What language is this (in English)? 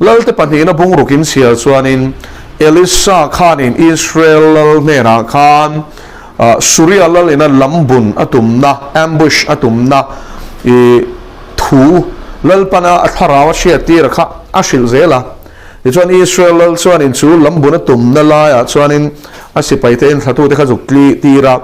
Mizo